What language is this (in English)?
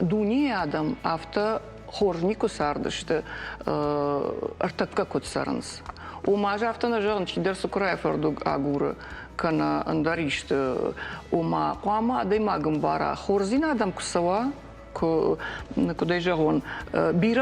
Ossetic